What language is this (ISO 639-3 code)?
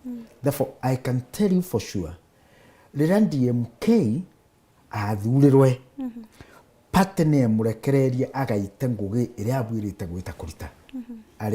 mer